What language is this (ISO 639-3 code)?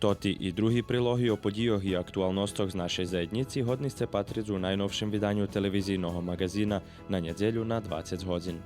rue